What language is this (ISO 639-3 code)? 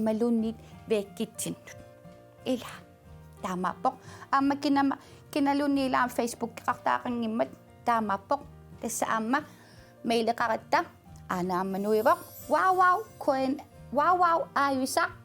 kal